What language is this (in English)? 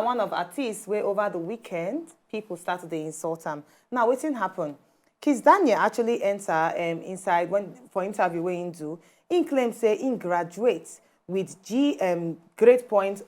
Nigerian Pidgin